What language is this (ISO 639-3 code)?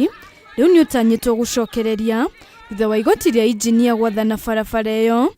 kik